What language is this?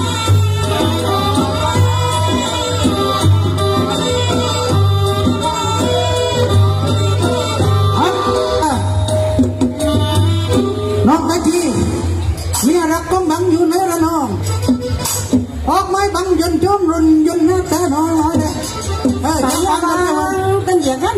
Thai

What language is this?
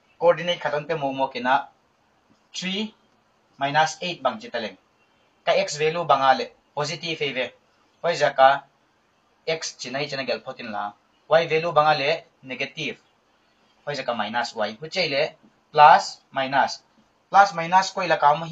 Paite Chin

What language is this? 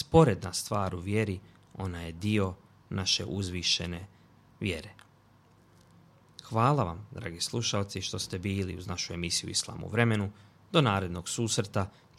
Bosnian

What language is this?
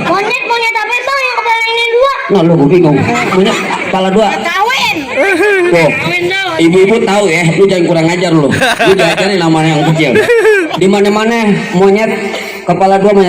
Betawi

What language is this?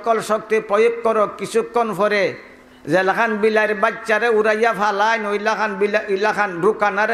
Sylheti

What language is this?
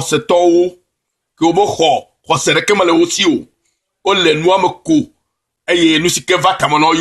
Ewe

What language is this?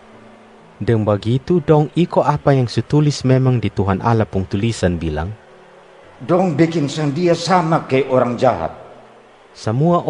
Kupang Malay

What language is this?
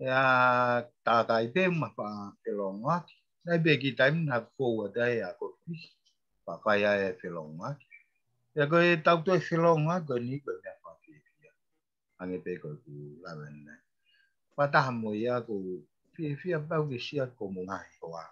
Tongan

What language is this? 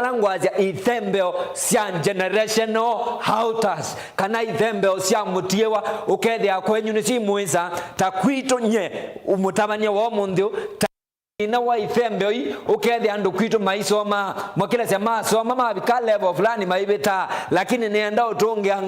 Kamba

